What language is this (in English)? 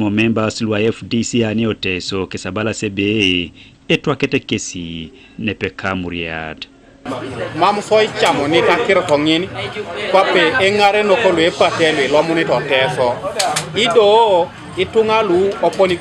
Teso